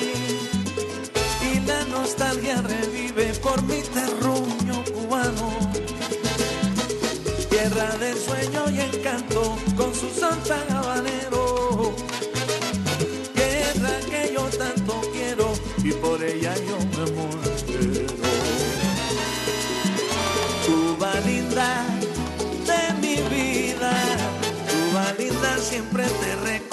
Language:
Spanish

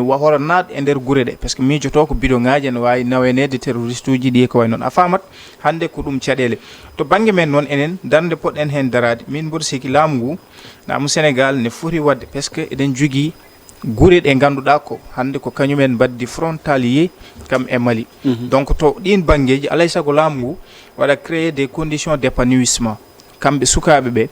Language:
Fula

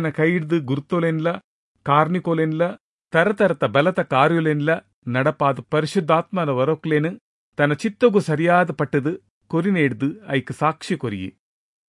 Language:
Tulu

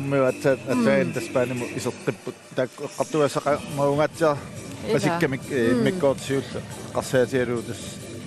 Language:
Kalaallisut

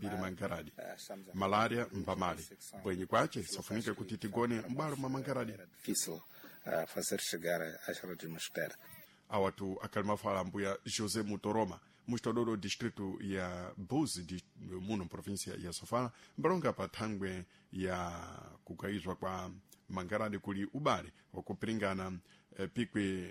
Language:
Sena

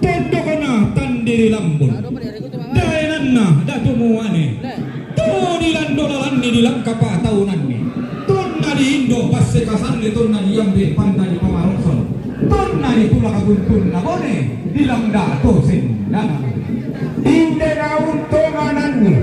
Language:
Toraja-Sa'dan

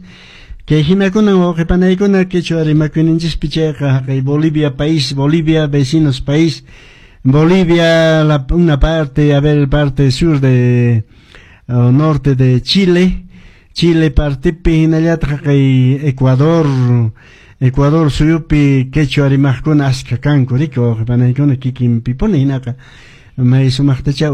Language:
Quechua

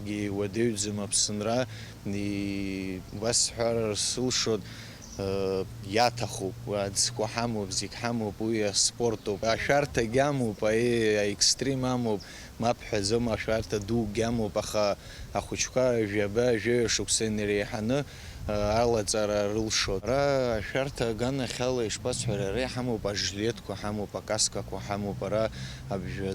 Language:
Abkhazian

